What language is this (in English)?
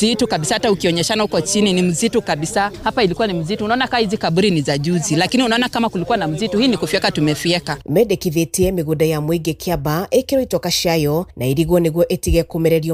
Kikuyu